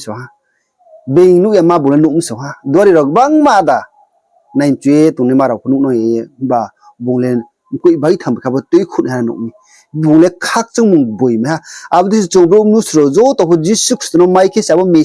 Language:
Riang (India)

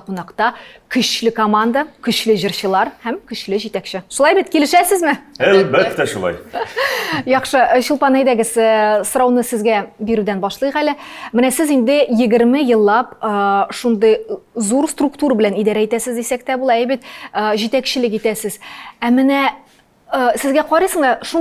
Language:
Tatar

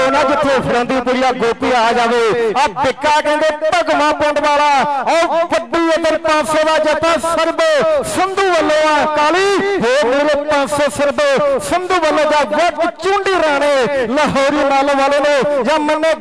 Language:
Punjabi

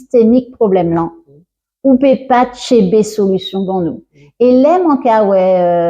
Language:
Guadeloupean Creole French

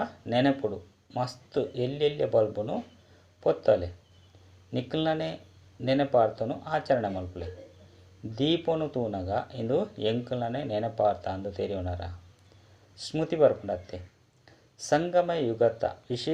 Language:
Tulu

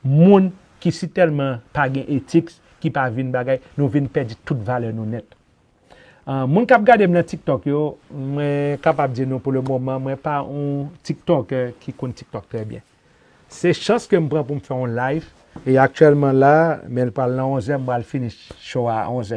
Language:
Haitian Creole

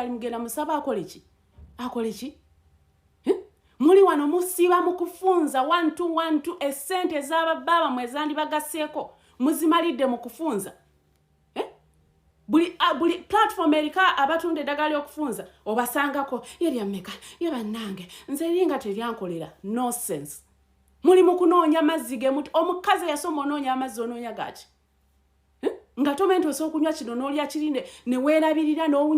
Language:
Ganda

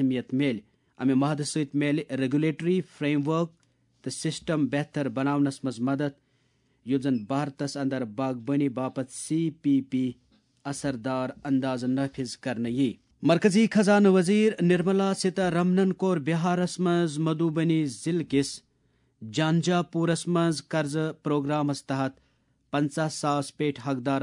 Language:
Kashmiri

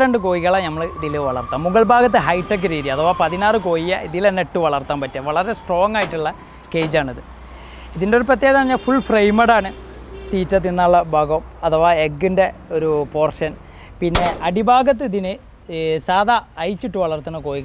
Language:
Malayalam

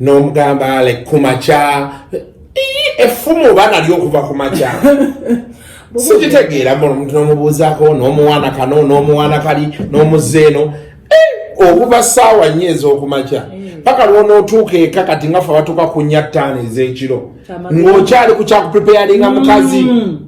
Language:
Ganda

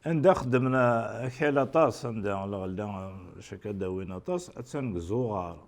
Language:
Kabyle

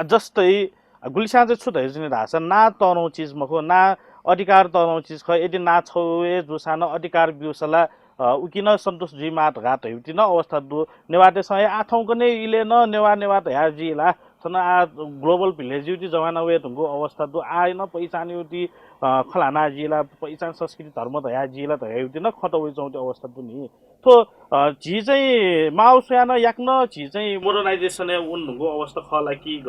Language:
Newari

